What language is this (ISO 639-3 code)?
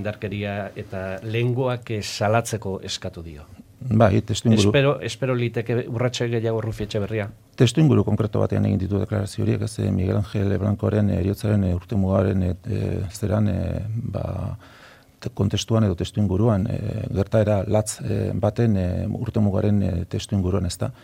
eus